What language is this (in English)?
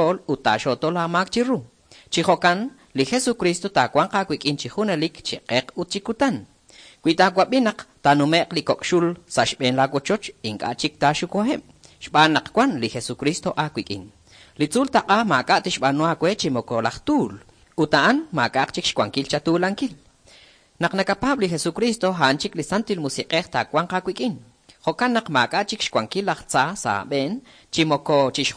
Kekchí